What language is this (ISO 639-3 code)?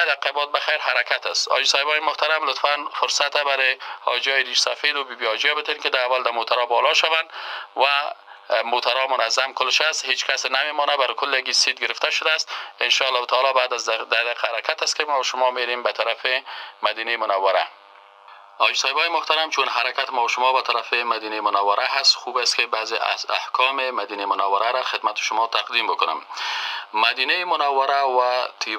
fas